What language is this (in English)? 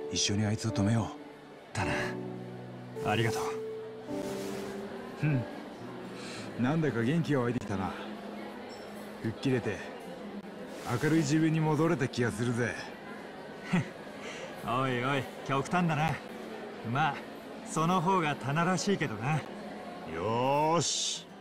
Japanese